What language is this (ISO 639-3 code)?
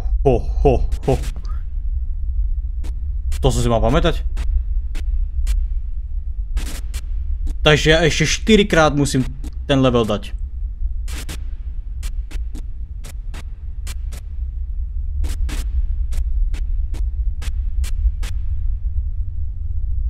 slk